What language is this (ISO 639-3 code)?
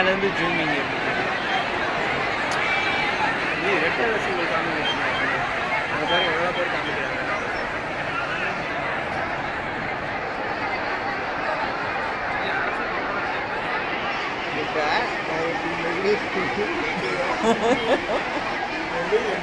tam